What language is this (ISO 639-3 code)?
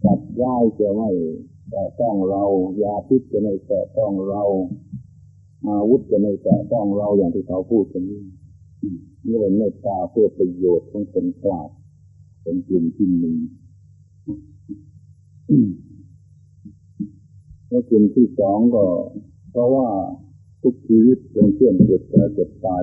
tha